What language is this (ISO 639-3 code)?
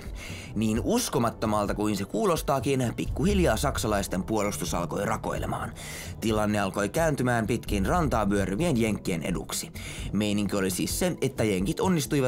fin